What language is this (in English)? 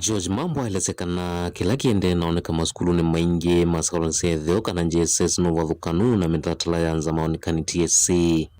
Kamba